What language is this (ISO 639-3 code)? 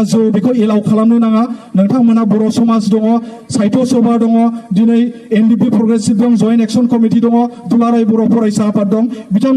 brx